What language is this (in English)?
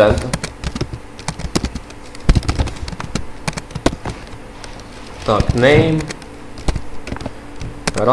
Ukrainian